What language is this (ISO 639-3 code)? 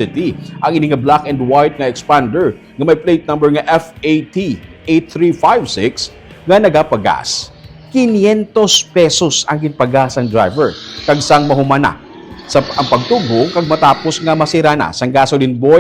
hil